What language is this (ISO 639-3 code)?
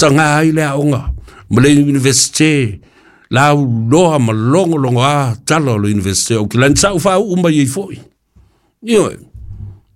smo